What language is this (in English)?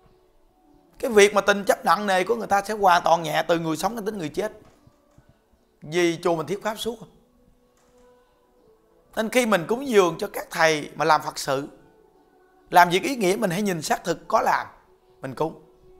Vietnamese